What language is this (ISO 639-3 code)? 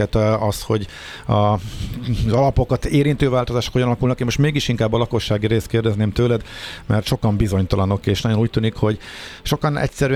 hun